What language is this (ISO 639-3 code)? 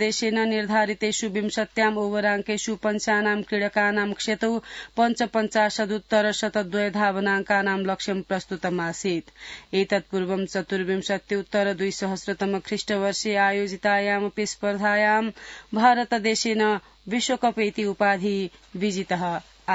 san